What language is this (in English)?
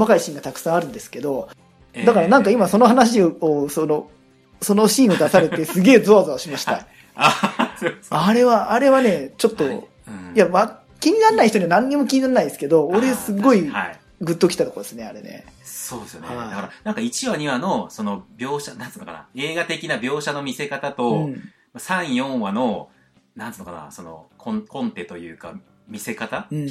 Japanese